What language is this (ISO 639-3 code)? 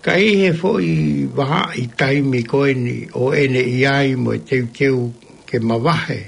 ton